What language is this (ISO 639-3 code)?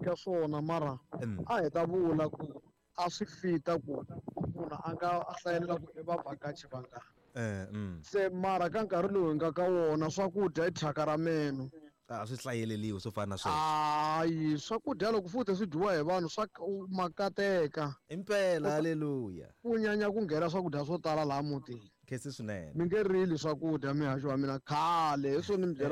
tso